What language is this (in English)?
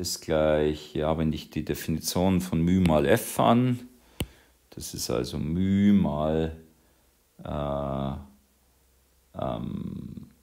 German